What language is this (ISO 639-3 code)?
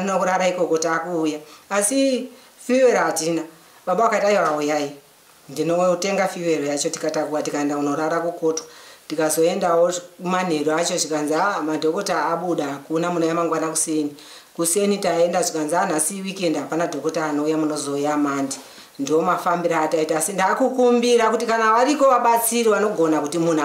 sna